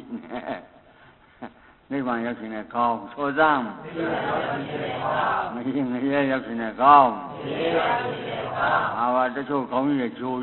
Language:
Burmese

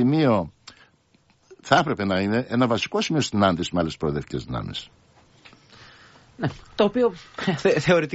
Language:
Greek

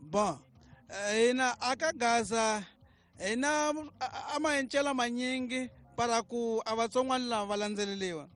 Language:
Tsonga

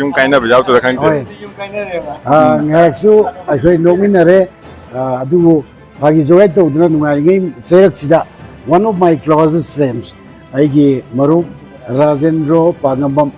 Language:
Manipuri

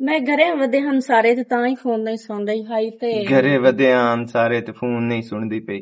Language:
Western Panjabi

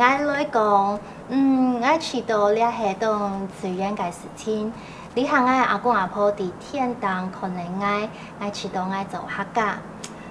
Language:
Hakka Chinese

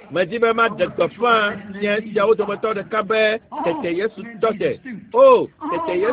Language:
Ewe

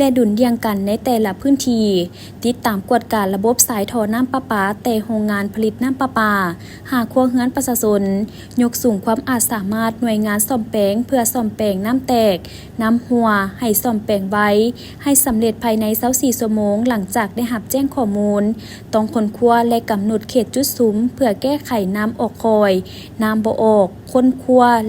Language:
Lao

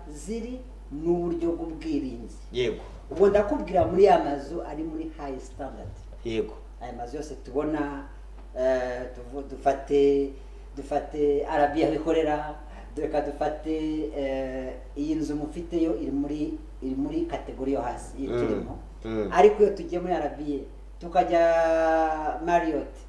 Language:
Kinyarwanda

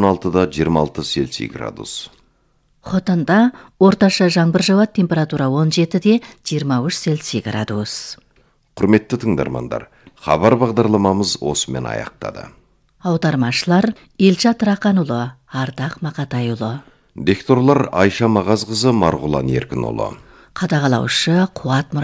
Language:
Kazakh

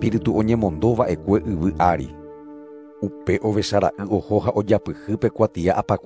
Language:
Guarani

